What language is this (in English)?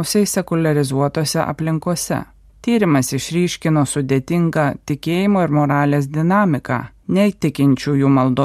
Lithuanian